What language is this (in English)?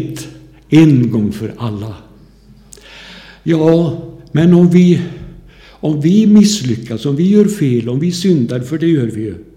Swedish